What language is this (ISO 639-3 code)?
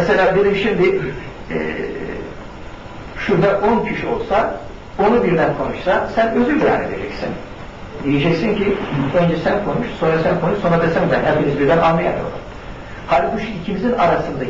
tur